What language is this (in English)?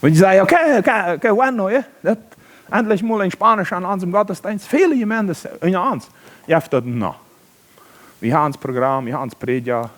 Plautdietsch